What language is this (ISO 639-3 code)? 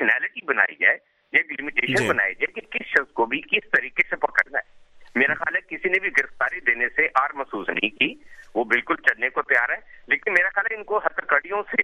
urd